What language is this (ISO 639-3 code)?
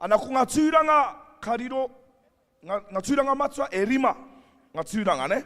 mri